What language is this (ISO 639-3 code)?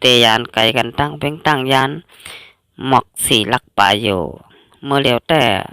shn